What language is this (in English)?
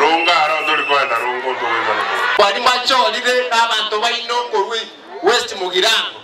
Gusii